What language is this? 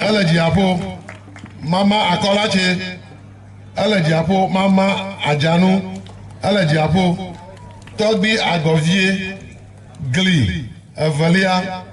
Ewe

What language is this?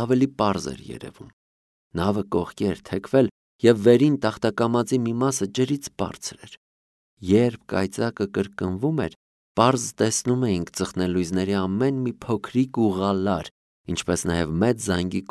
Armenian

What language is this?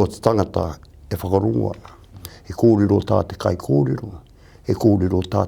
Māori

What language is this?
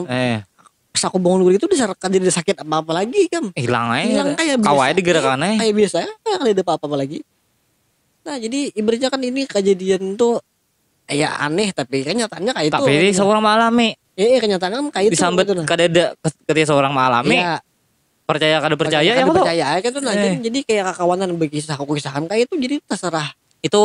Banjar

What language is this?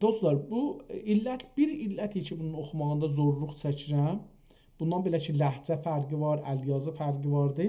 South Azerbaijani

